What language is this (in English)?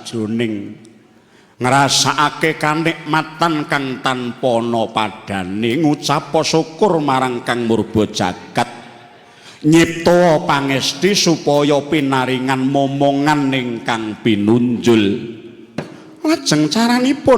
Javanese